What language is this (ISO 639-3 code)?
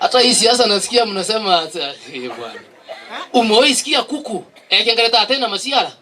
mer